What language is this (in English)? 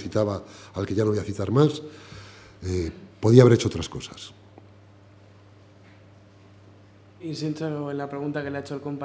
Spanish